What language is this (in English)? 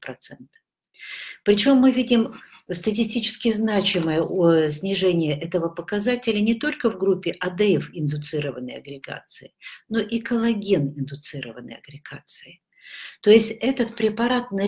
Russian